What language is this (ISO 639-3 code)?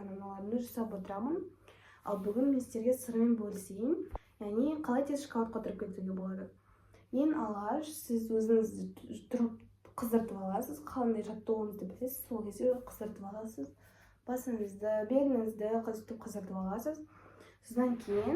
kaz